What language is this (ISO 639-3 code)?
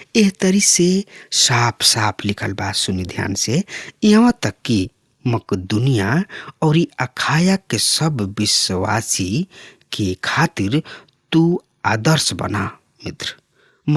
bho